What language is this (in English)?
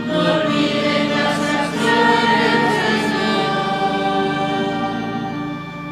Spanish